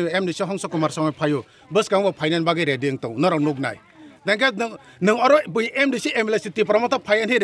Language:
Kok Borok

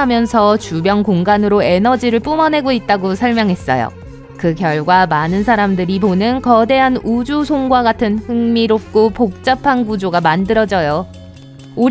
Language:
Korean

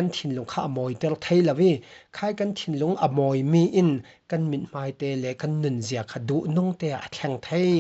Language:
Falam Chin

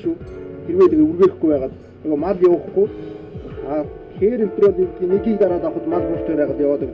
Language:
Mongolian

